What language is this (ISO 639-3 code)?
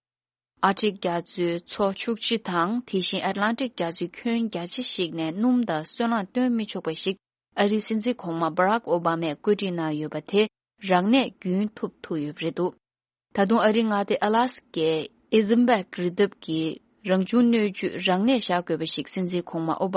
bod